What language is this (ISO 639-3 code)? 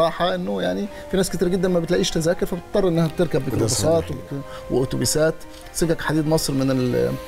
arz